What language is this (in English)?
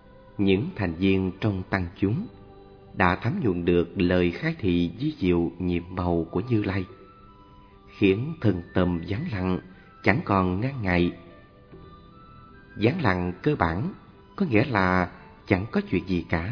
Vietnamese